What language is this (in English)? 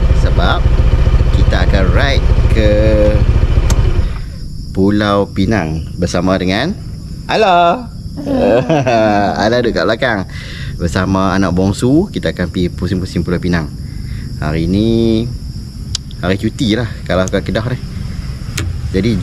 Malay